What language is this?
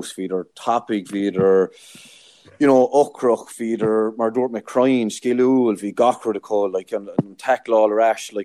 Irish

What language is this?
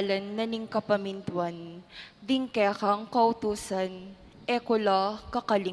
Pampanga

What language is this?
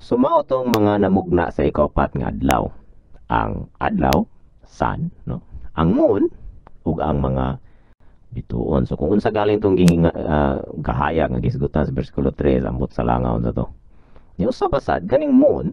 Cebuano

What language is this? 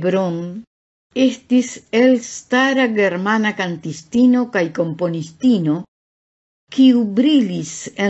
Esperanto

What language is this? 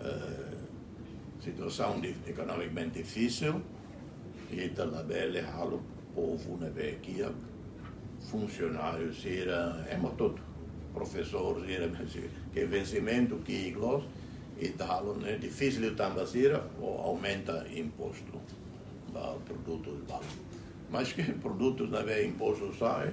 Tetum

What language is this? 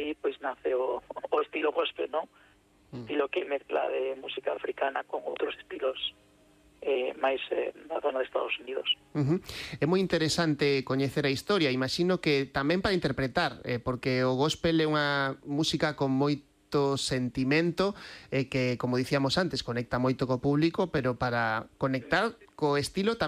Galician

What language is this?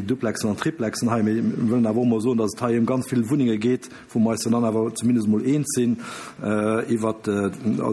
Luxembourgish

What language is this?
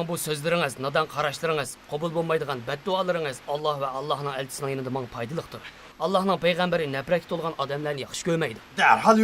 Uyghur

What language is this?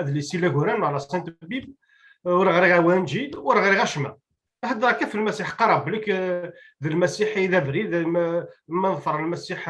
Kabyle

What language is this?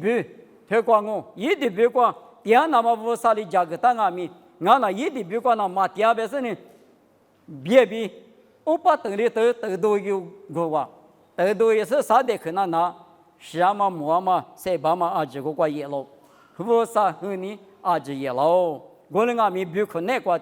Lisu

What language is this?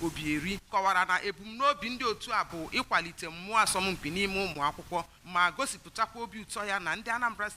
Igbo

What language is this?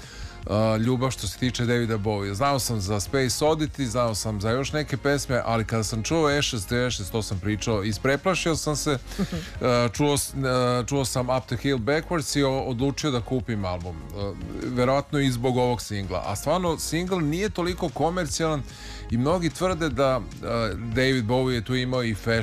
Serbian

